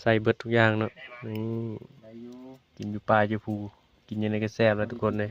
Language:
Northeastern Thai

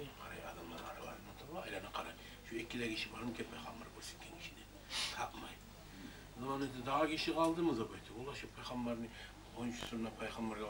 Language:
Kumyk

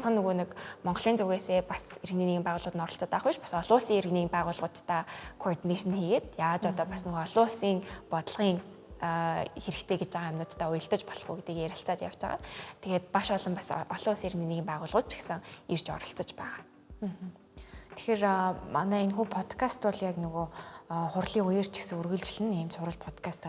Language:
Mongolian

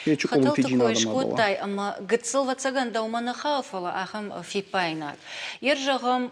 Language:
Ossetic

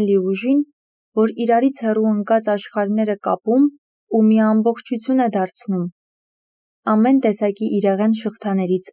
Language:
Armenian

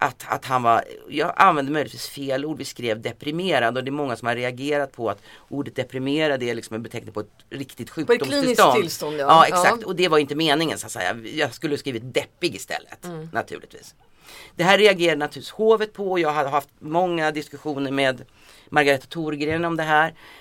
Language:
Swedish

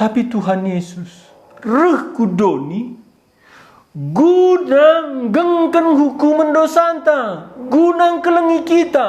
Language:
Batak Karo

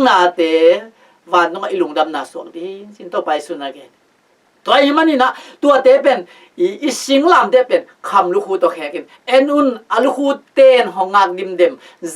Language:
Tedim Chin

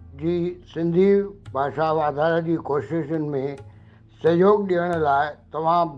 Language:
Sindhi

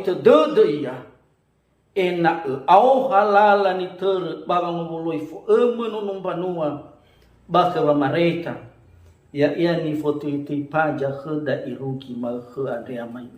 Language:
Nias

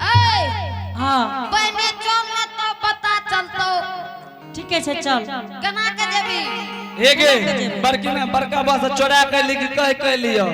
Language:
Angika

